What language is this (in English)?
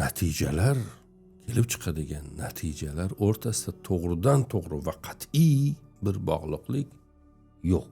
Uzbek